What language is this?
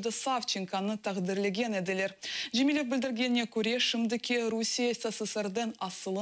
Crimean Tatar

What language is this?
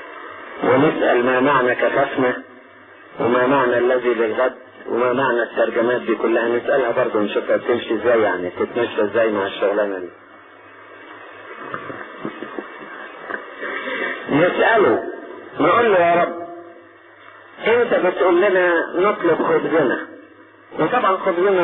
Egyptian Arabic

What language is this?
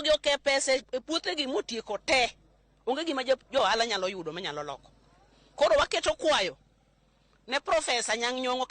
Luo (Kenya and Tanzania)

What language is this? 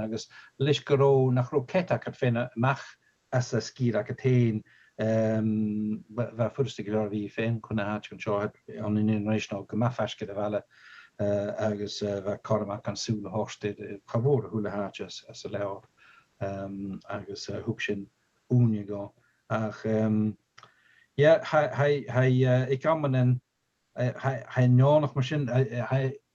Scottish Gaelic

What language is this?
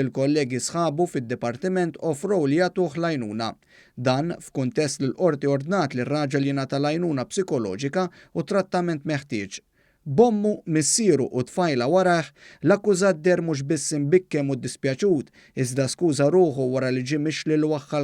Maltese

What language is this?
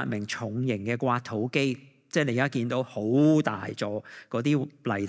Cantonese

